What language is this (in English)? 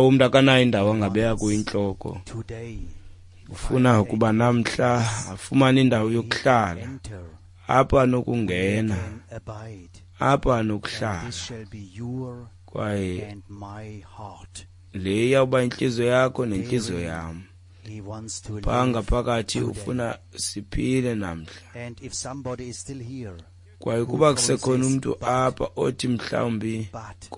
Xhosa